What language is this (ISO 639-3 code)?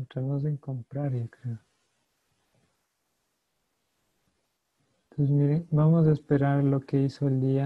spa